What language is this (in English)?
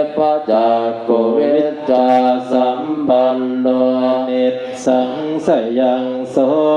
Pali